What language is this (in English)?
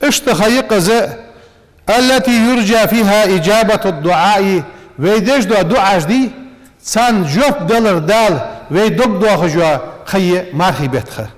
Ingush